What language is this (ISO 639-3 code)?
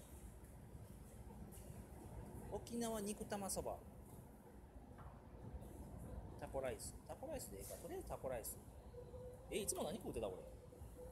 jpn